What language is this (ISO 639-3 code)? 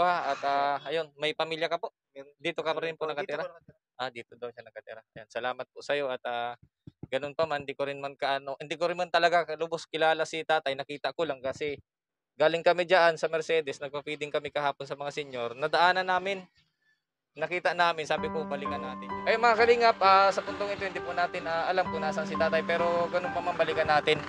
fil